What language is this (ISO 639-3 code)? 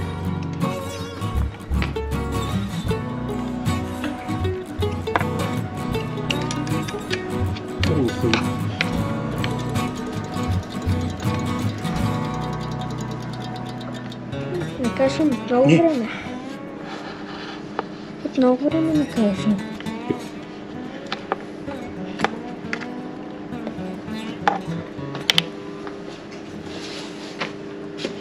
bul